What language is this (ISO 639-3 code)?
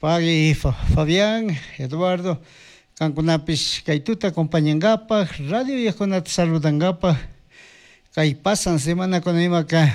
qug